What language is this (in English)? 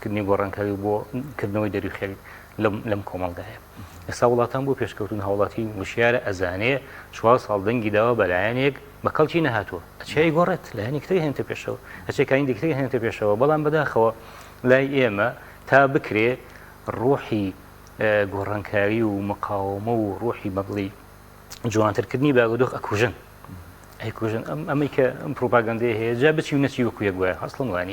Central Kurdish